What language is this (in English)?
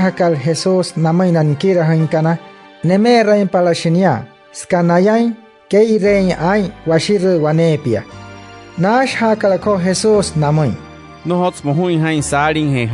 Wayuu